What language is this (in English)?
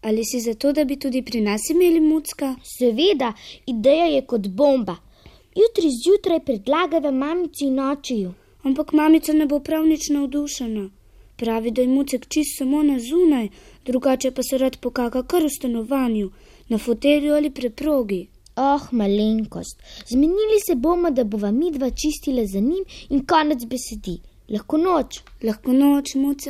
Slovenian